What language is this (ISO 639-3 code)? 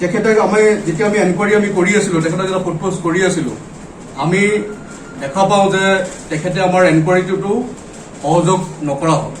asm